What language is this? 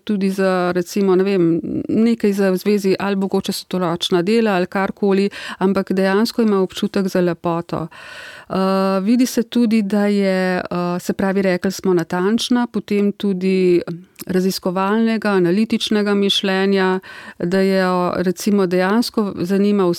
Slovenian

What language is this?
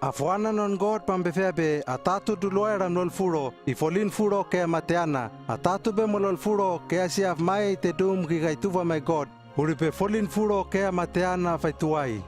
Hano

